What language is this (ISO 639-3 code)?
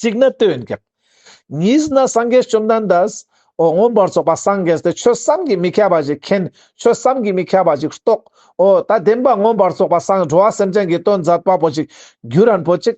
lbj